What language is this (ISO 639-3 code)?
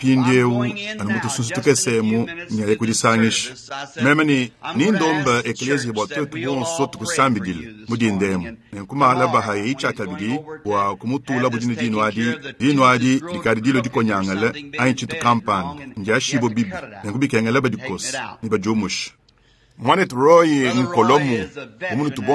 lua